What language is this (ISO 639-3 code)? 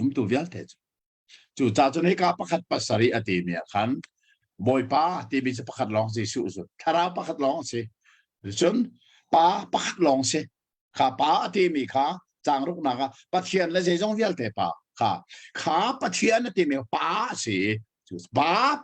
cnh